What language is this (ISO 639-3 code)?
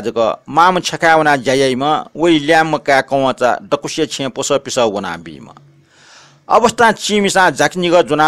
new